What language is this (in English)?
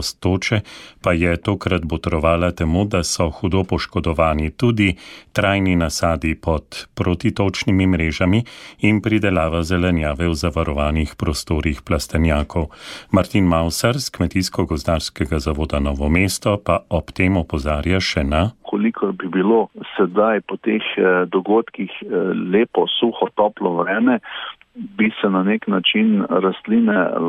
Slovenian